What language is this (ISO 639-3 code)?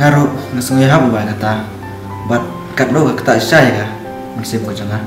kha